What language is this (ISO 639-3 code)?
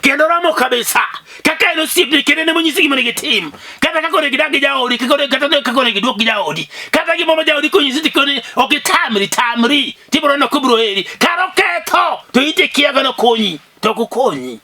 luo